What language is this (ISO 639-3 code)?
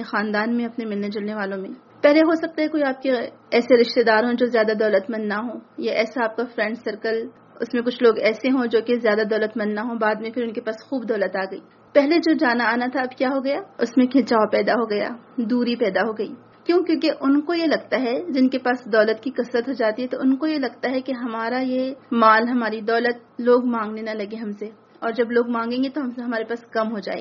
urd